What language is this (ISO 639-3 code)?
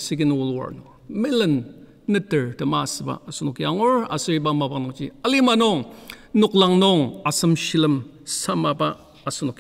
njo